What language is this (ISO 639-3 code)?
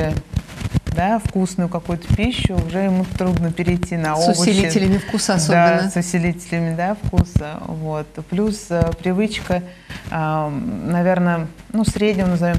rus